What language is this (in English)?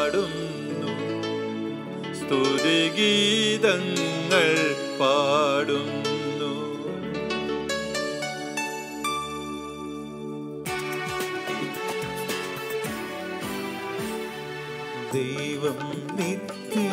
Malayalam